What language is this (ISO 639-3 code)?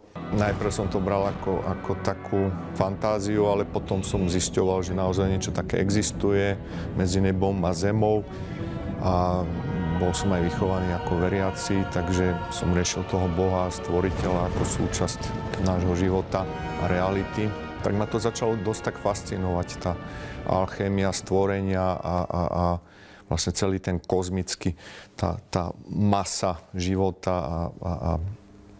slk